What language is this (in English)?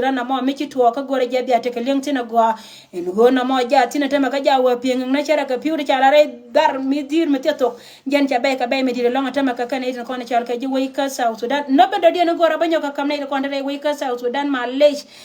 Nuer